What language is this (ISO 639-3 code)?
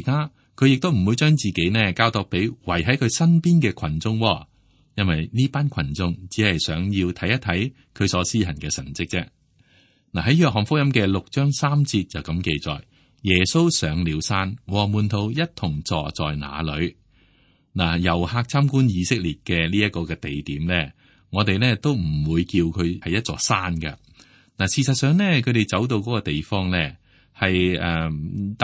yue